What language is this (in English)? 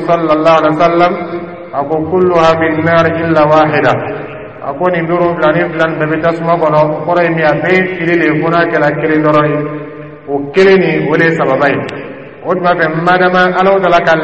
Dyula